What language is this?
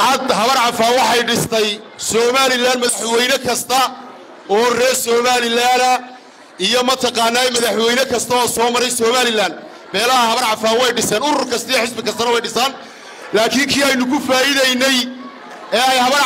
Somali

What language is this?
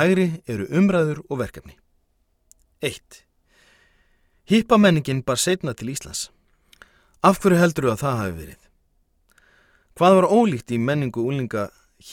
Icelandic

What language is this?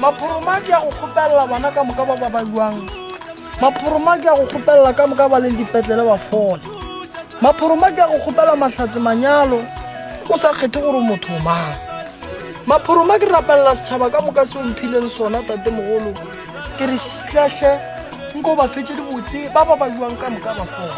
Northern Sotho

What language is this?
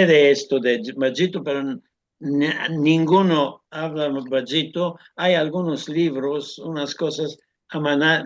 Ladino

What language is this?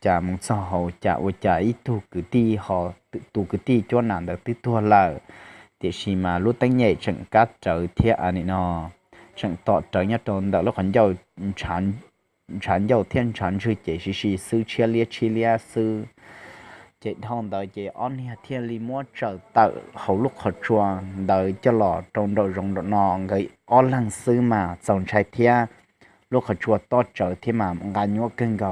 Hmong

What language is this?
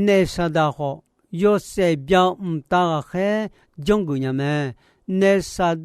Akha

